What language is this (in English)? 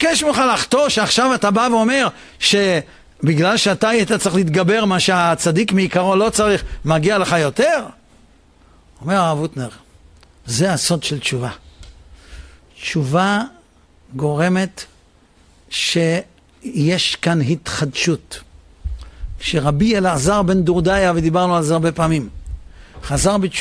Hebrew